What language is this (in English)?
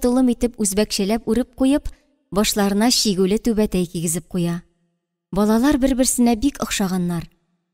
Tatar